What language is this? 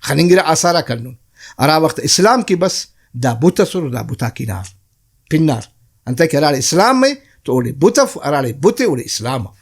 Brahui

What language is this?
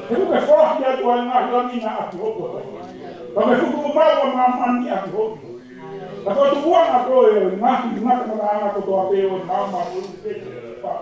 Tongan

